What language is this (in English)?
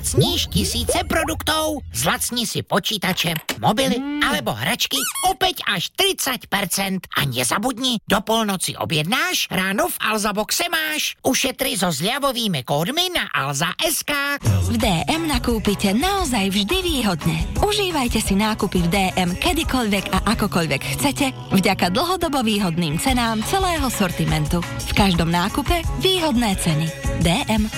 Slovak